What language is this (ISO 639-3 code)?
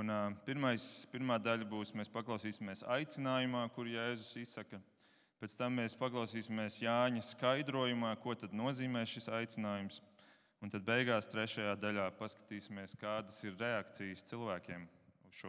lav